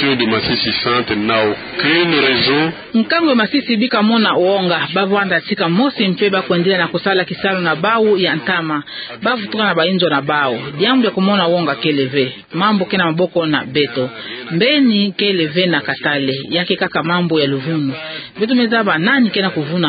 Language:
Kituba (Democratic Republic of Congo)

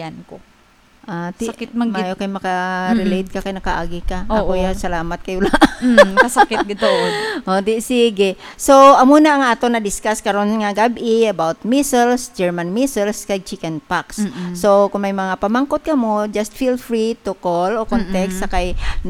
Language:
Hiligaynon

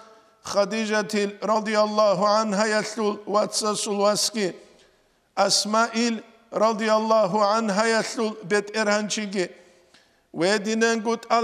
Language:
Avaric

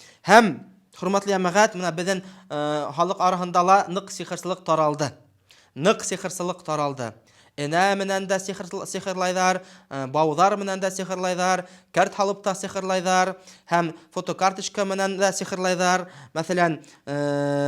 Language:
Bashkir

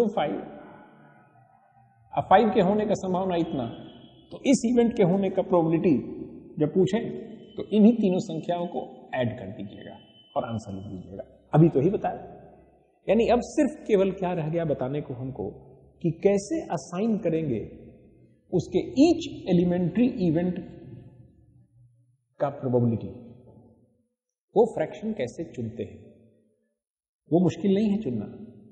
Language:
Hindi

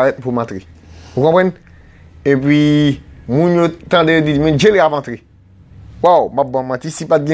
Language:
Haitian Creole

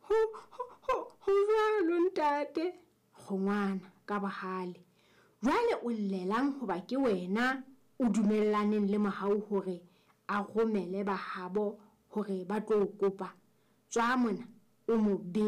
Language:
Southern Sotho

